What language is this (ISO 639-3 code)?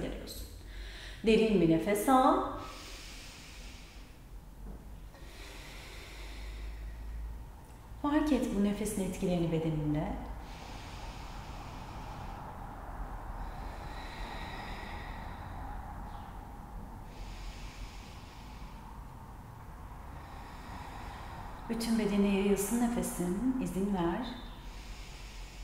tur